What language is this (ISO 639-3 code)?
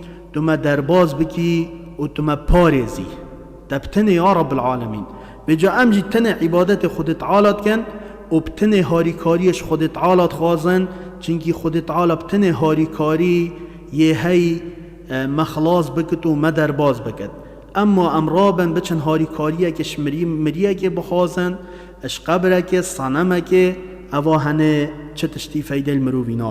kur